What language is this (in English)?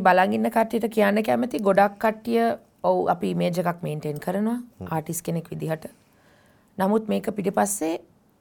Sinhala